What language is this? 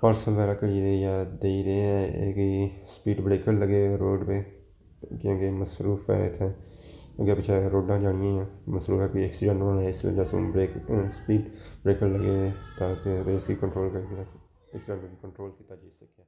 Pahari-Potwari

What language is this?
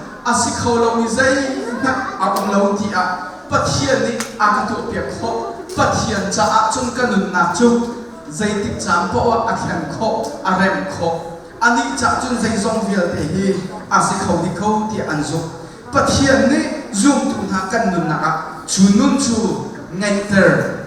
Hakha Chin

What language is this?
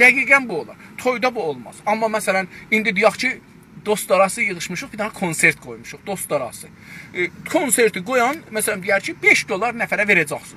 South Azerbaijani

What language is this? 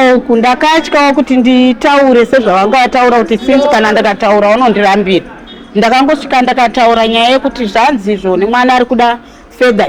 Shona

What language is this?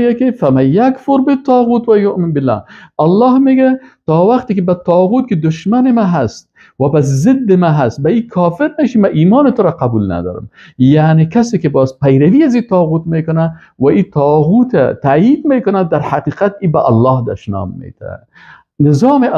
Persian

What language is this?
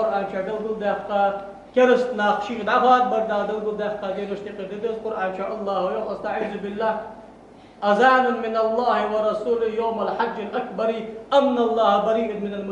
Ingush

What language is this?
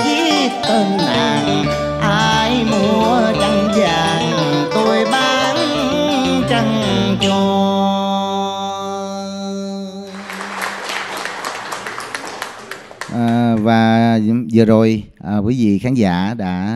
Vietnamese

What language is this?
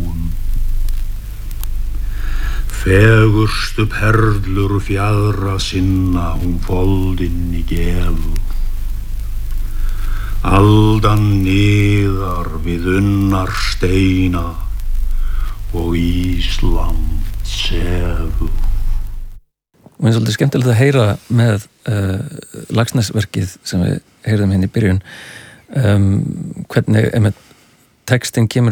Icelandic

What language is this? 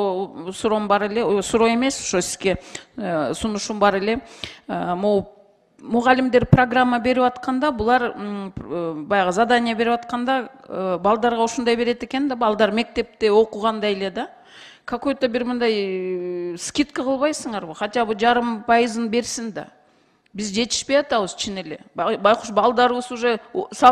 Kyrgyz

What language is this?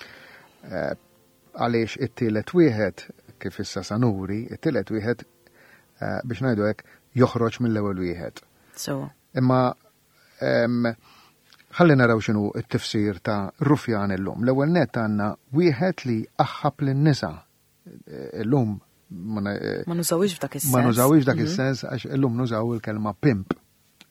Maltese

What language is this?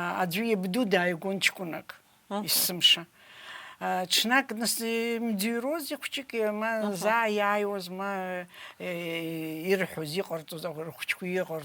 Abkhazian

